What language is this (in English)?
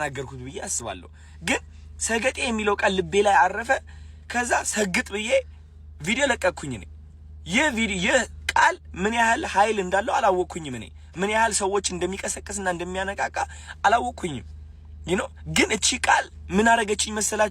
Amharic